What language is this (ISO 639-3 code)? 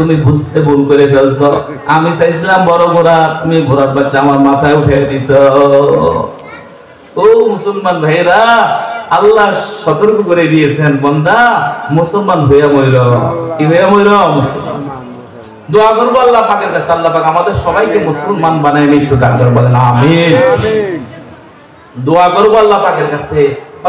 ben